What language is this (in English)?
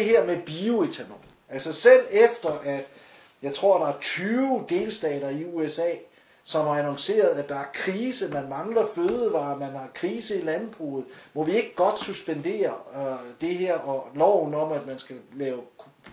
Danish